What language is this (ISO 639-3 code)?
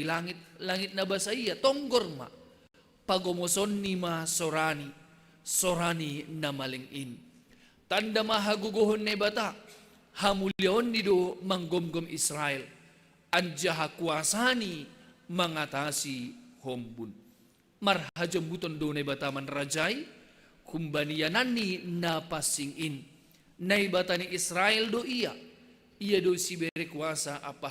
bts